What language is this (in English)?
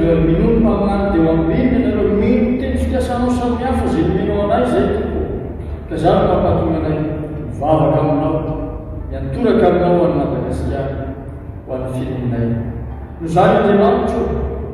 Malagasy